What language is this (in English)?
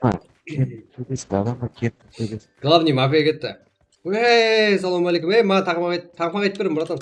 Kara-Kalpak